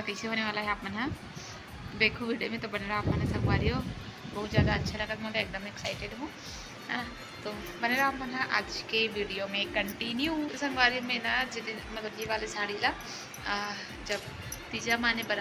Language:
Chhattisgarhi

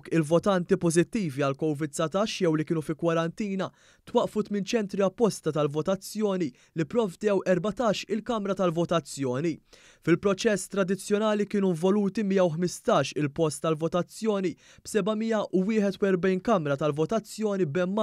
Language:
Maltese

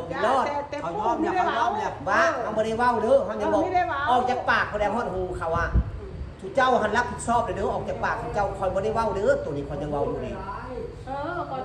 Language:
Northeastern Thai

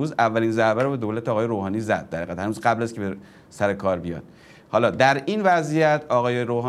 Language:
Persian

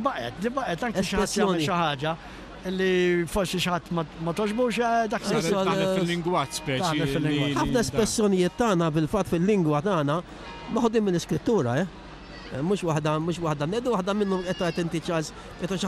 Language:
Maltese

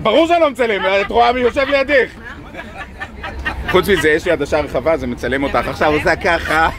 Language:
Hebrew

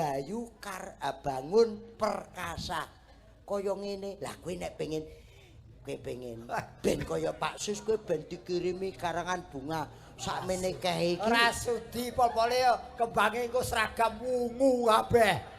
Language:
Javanese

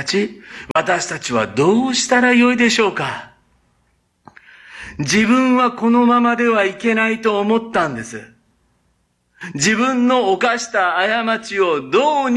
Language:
Japanese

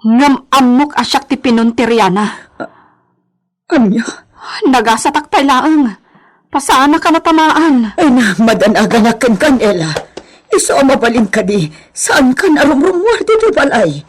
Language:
Iloko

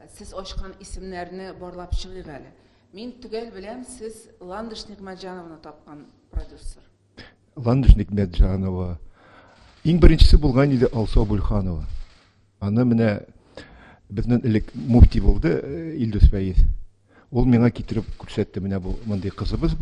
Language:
Tatar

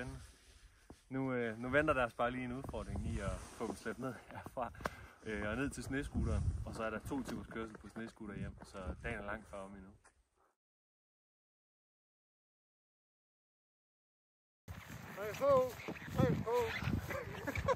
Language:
Danish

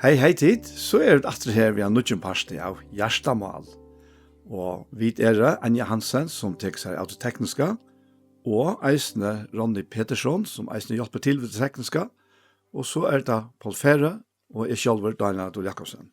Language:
Faroese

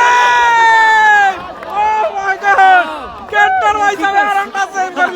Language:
Sylheti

